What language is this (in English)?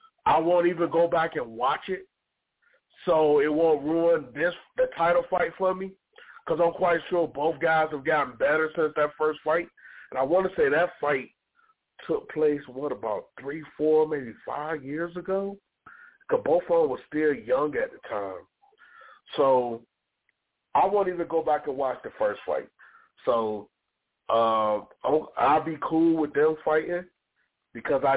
English